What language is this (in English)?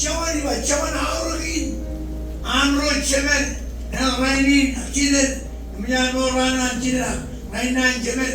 Marshallese